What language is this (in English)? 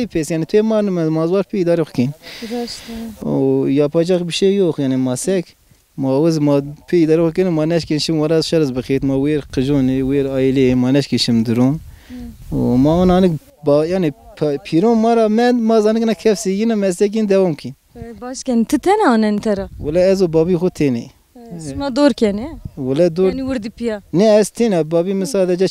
Zaza